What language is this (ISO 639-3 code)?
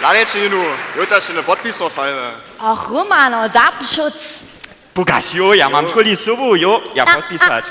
hsb